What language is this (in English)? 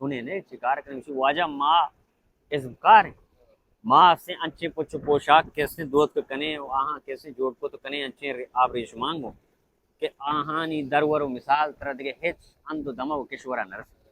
Baluchi